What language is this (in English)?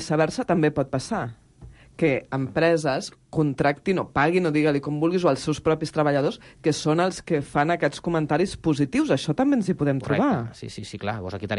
Catalan